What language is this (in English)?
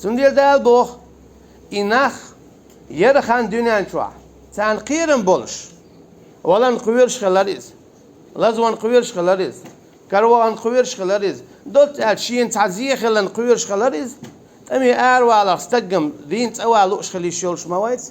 Chechen